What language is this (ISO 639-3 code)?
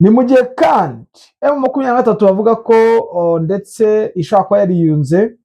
kin